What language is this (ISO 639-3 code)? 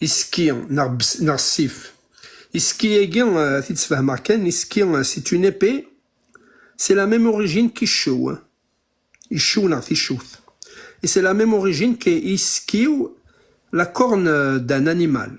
kab